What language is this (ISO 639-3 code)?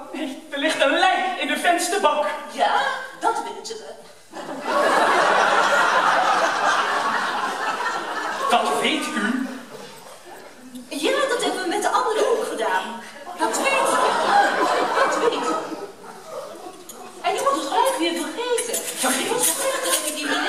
nld